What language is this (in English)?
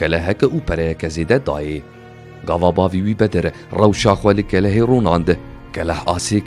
Kurdish